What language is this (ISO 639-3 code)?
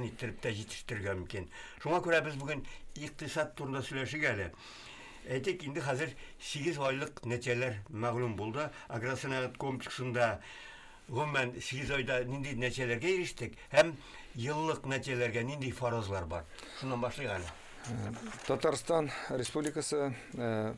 tat